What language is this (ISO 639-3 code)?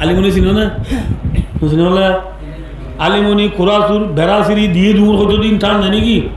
rhg